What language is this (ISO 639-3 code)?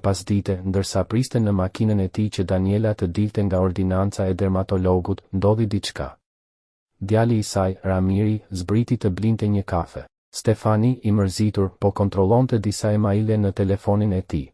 sqi